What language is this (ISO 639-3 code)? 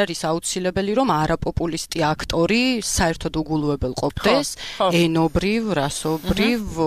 kat